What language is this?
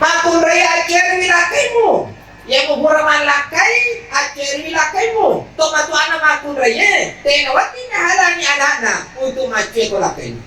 Buginese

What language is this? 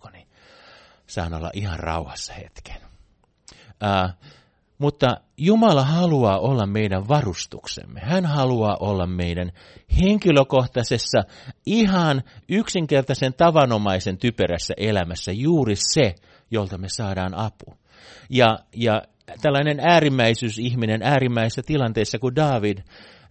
Finnish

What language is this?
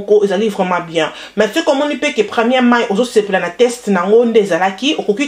Lingala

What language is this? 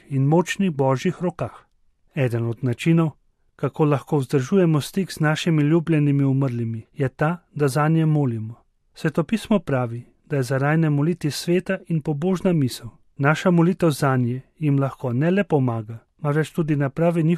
Slovenian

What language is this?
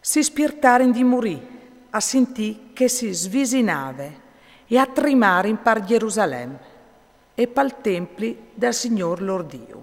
Friulian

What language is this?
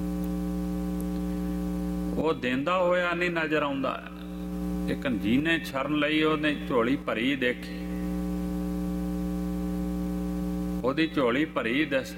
Punjabi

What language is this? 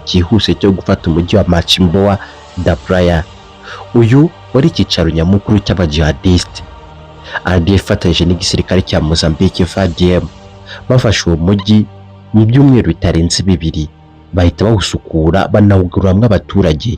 Kinyarwanda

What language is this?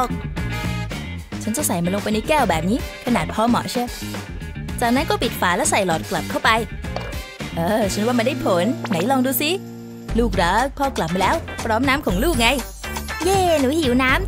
Thai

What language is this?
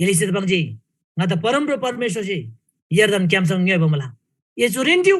Eastern Tamang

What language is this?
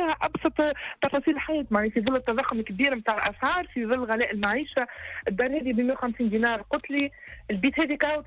Tunisian Arabic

